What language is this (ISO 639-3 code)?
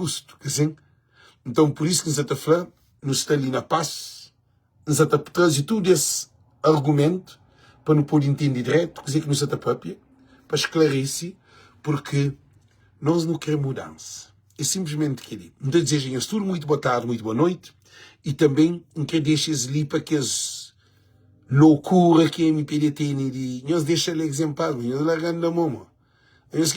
kea